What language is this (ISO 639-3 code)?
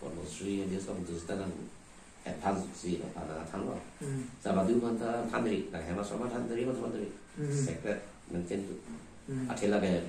mjw